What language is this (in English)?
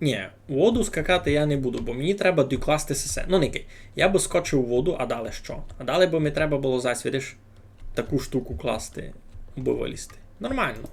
Rusyn